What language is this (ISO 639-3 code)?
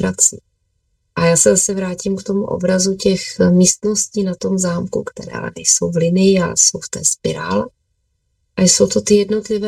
ces